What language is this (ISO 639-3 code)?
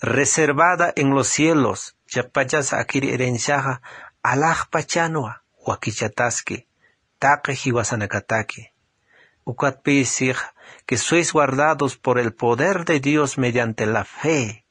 aym